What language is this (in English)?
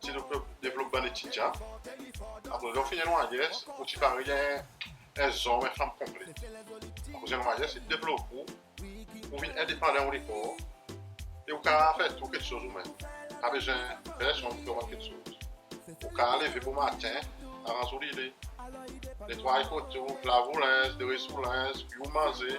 Seselwa Creole French